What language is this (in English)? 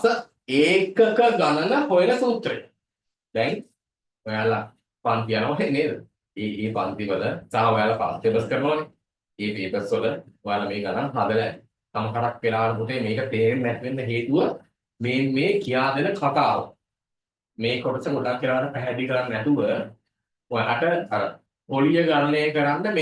Sinhala